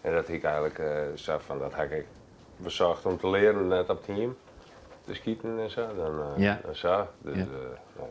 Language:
Western Frisian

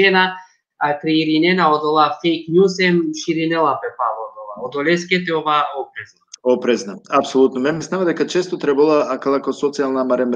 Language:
Balkan Romani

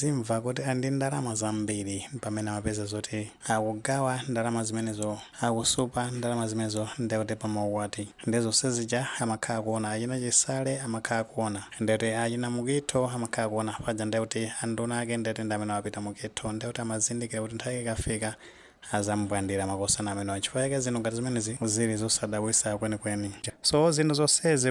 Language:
Nyanja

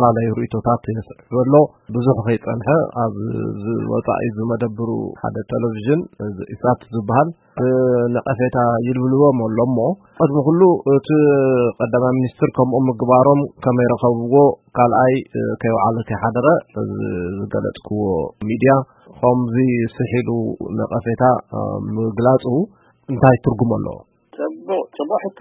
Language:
Tigrinya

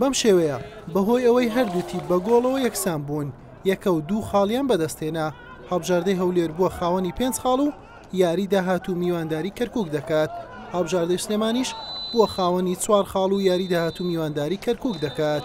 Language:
Central Kurdish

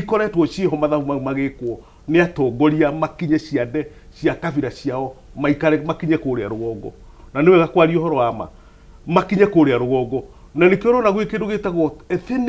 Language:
Kikuyu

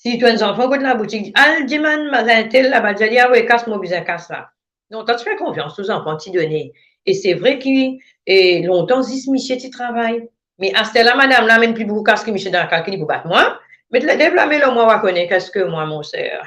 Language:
Morisyen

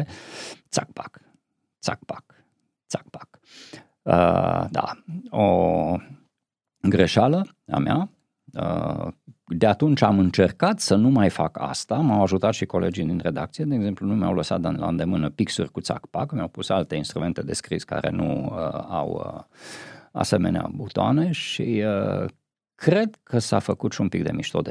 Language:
Romanian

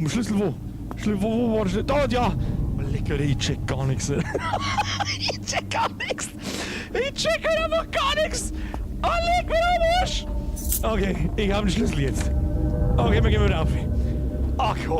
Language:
Bavarian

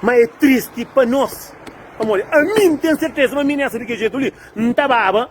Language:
Kabuverdianu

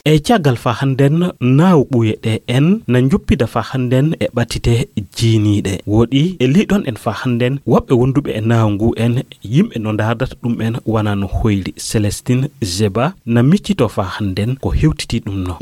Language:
Fula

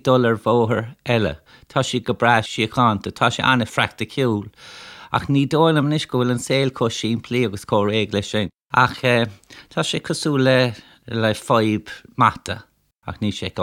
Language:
Irish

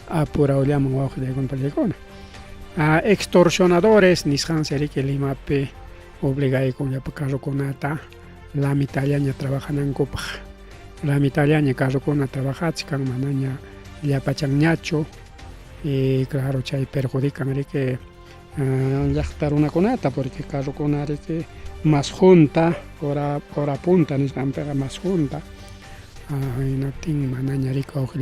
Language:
Ayacucho Quechua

